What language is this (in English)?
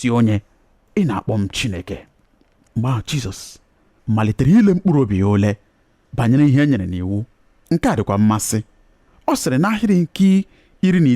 Igbo